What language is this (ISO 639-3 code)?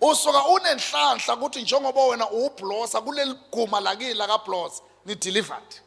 zul